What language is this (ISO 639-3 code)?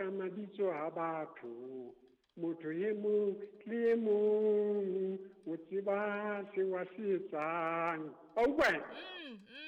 sot